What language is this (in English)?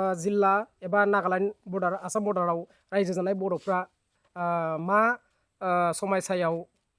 Bodo